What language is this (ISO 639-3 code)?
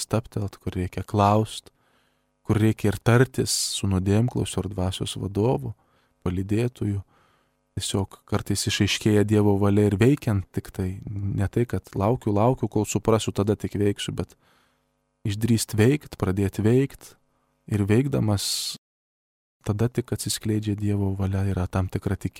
lit